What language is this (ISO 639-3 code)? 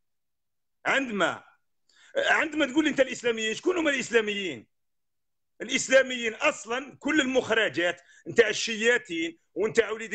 arq